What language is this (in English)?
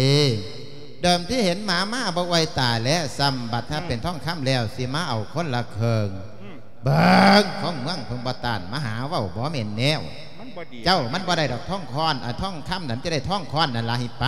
Lao